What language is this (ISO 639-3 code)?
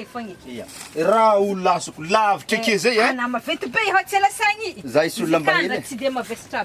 mlg